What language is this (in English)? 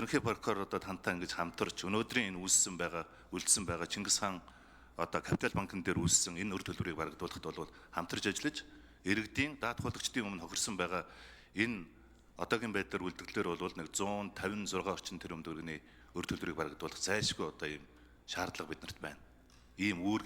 Mongolian